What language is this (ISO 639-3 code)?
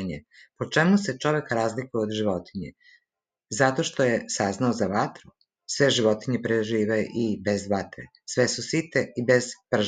srp